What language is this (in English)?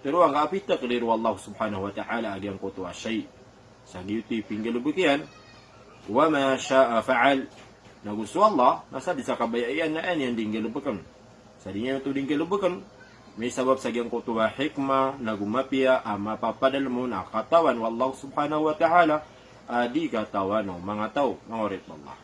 Maranao